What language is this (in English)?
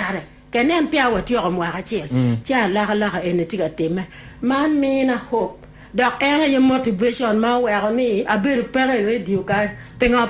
Acoli